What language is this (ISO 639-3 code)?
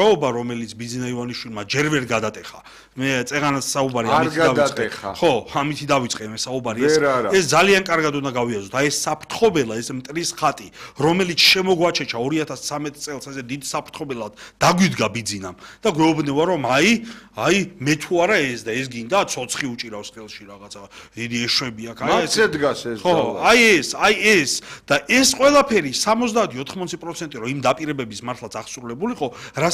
kat